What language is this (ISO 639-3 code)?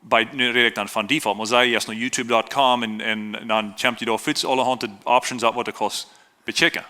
pdt